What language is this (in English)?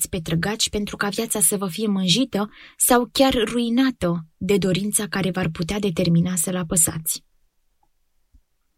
Romanian